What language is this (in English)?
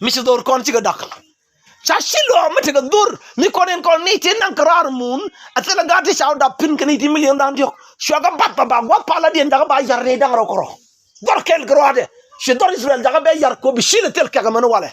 Nuer